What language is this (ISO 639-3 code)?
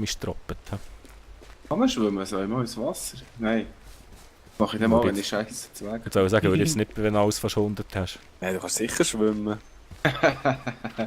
gsw